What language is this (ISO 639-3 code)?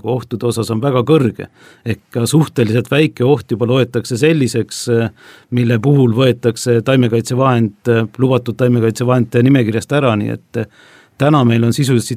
est